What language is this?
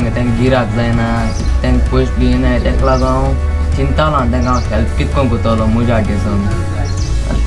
Konkani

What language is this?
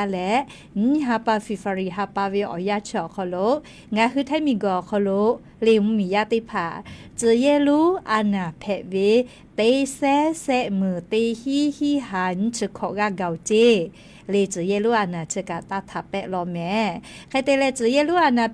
Lahu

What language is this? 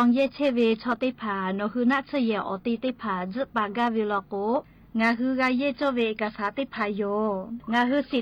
Lahu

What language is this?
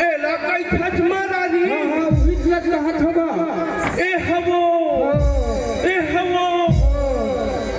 Chhattisgarhi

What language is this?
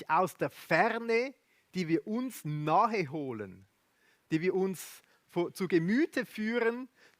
Swiss German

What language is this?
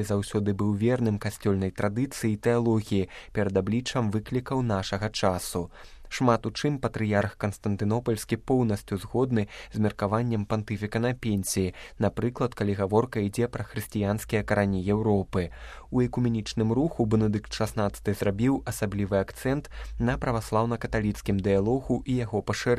Belarusian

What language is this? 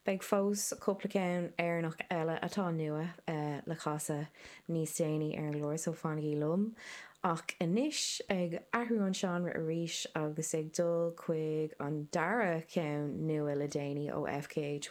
Irish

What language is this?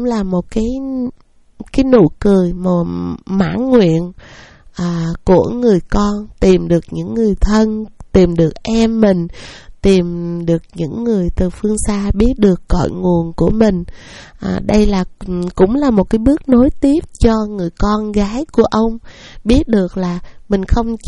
Vietnamese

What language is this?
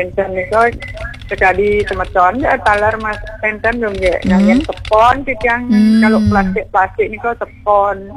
Balinese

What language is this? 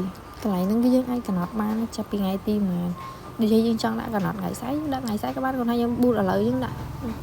Khmer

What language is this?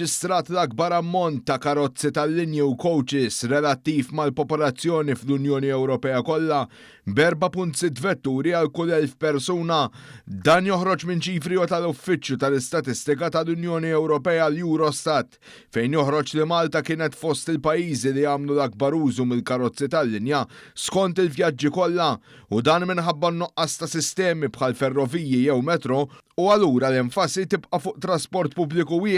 Maltese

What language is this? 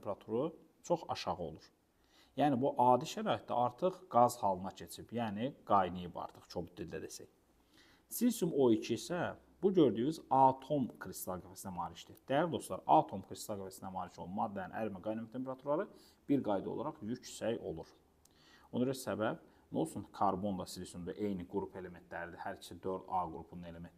Azerbaijani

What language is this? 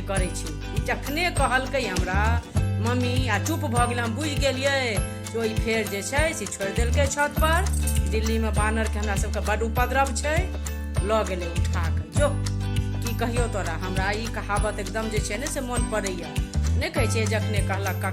Maithili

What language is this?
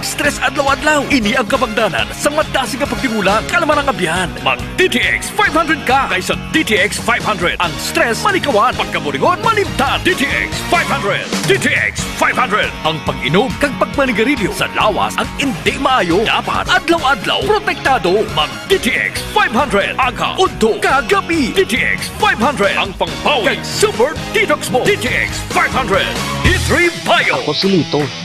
Hiligaynon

